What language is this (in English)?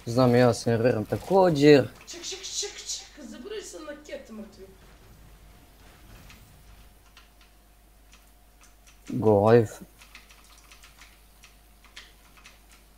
Croatian